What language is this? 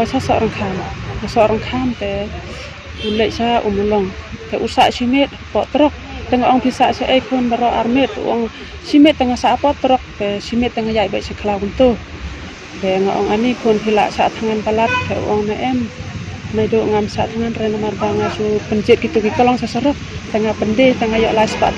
Khasi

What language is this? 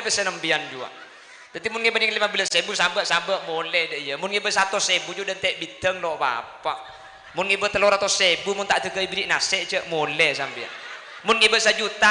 Madurese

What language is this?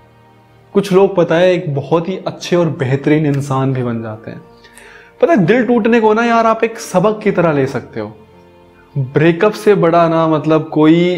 Hindi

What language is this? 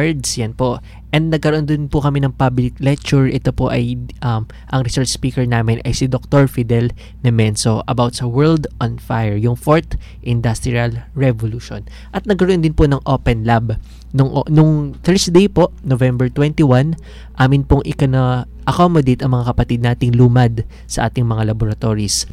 Filipino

